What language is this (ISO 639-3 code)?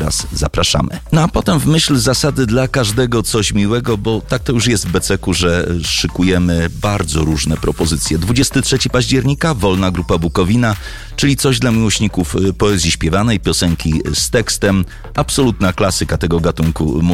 pol